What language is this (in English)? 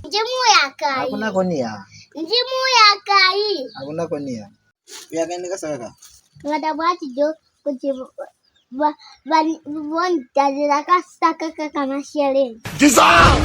Lozi